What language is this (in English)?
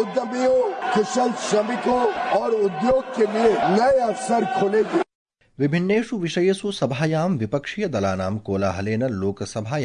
Sanskrit